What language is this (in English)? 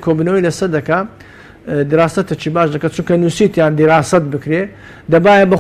Central Kurdish